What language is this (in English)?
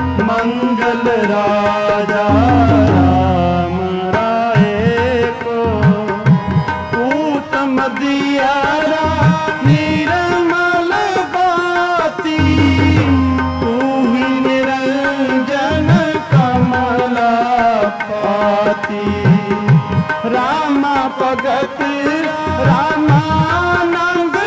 Hindi